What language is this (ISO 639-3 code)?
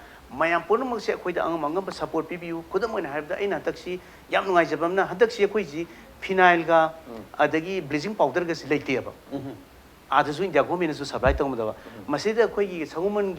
mni